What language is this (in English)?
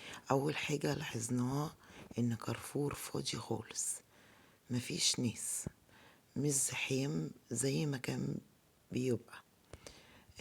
Egyptian Arabic